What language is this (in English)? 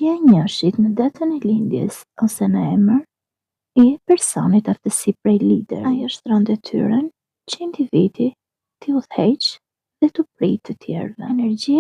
Albanian